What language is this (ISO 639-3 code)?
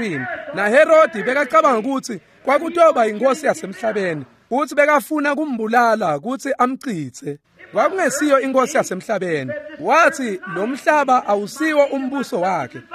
ssw